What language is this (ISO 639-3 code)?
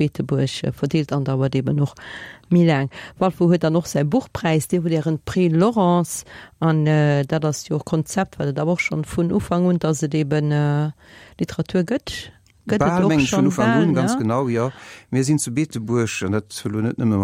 ltz